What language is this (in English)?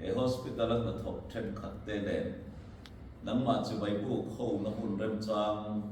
Mizo